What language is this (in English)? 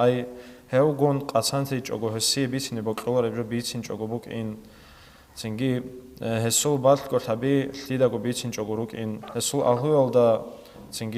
Avaric